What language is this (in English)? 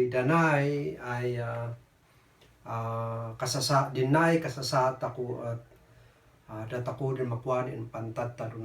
Kankanaey